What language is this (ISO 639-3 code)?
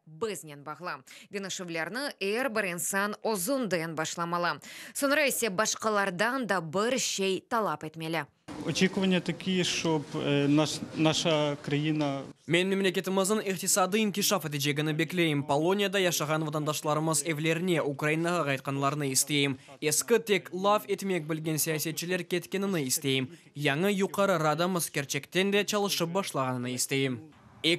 crh